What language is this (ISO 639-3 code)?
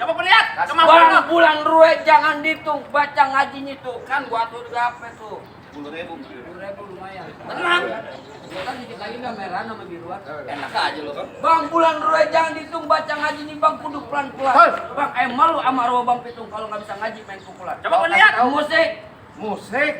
bew